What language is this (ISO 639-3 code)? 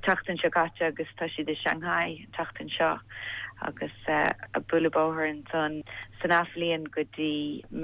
gle